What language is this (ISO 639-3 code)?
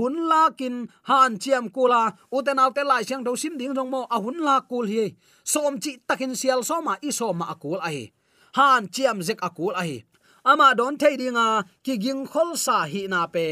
ctd